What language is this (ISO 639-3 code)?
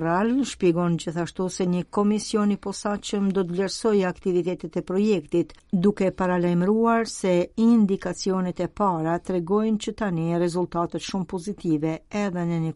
sqi